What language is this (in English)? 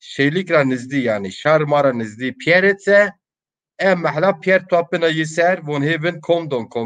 Zaza